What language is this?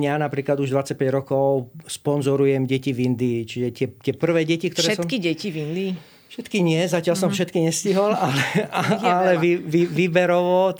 Slovak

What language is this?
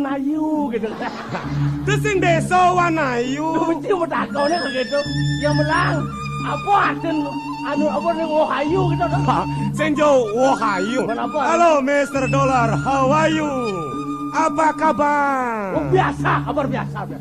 Balinese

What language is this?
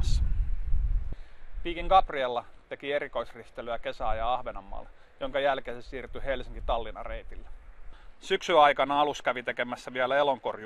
Finnish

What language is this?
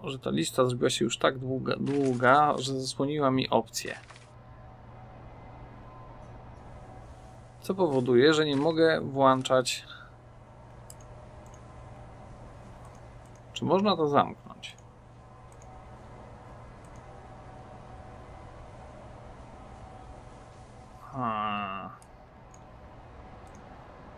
Polish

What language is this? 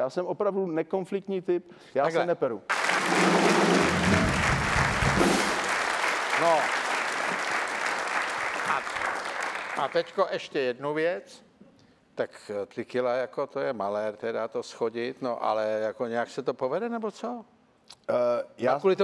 Czech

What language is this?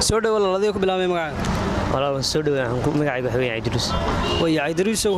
Somali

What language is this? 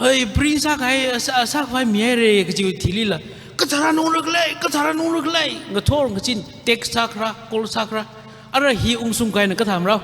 Tangkhul Naga (India)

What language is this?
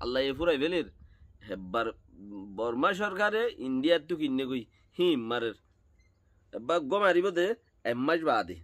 Rohingya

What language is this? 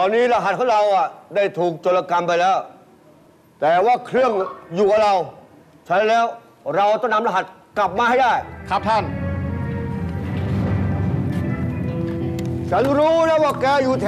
Thai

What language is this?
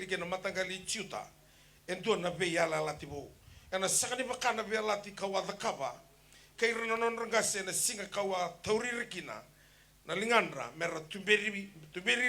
Fijian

